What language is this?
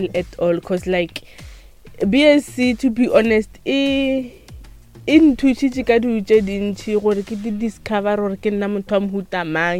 Northern Sotho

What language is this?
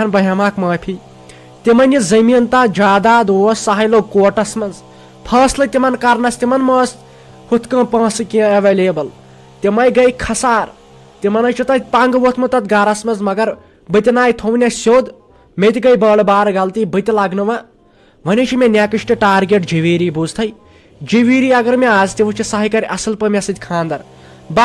Kashmiri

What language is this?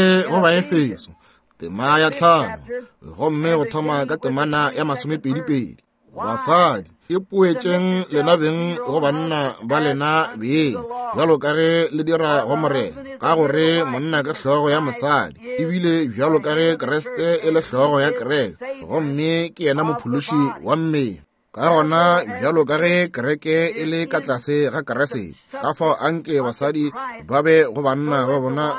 Northern Sotho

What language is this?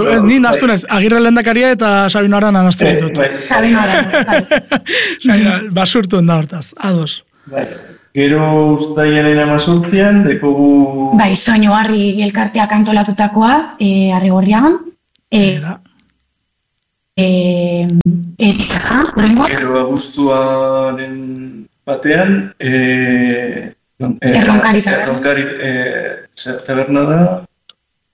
Basque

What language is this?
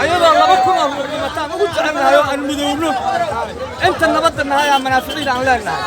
Somali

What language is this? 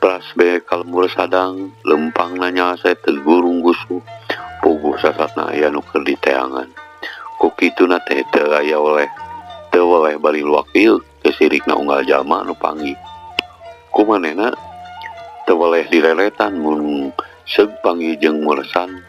Sundanese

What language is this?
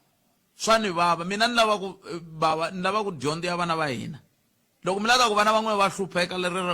Tsonga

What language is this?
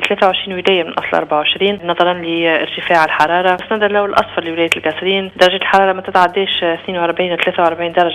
Tunisian Arabic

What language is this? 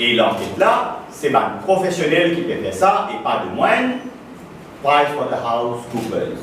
Morisyen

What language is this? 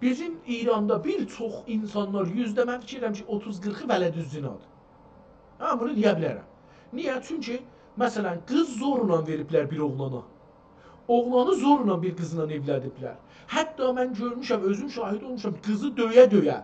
South Azerbaijani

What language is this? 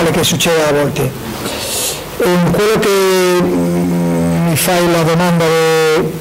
Italian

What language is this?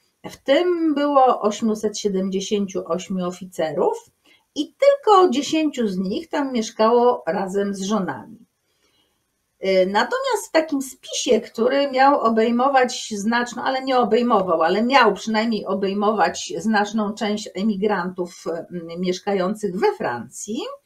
Polish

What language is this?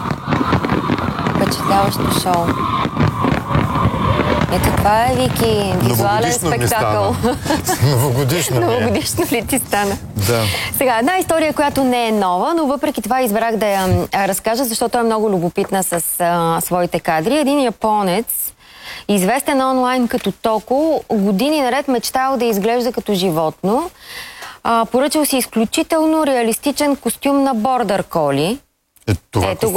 Bulgarian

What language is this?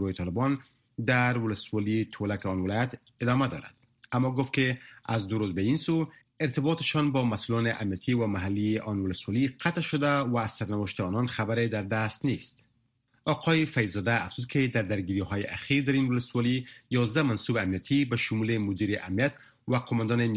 Persian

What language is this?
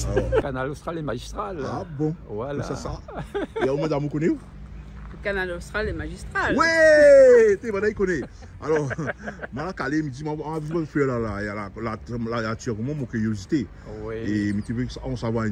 Réunion Creole French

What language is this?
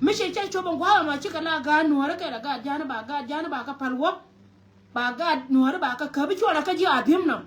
Nuer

